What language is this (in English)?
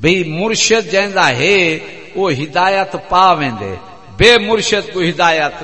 Saraiki